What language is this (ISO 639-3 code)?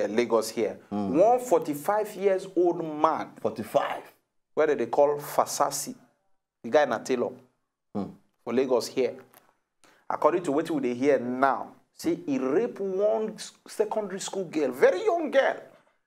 pcm